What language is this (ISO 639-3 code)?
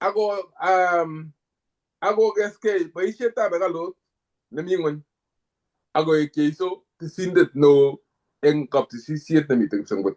kln